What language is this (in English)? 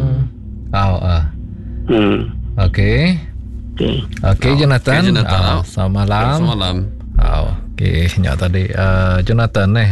Iban